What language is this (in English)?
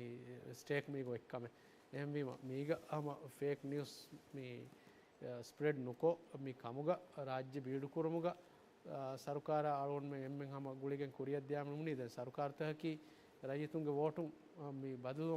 Divehi